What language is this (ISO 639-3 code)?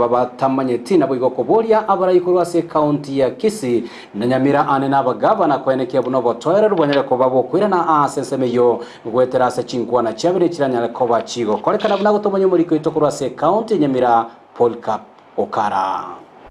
guz